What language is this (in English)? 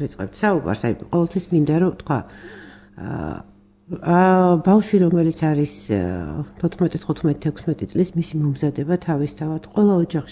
Georgian